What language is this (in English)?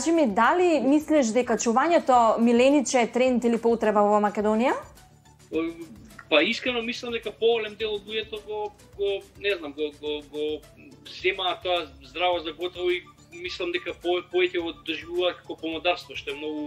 Macedonian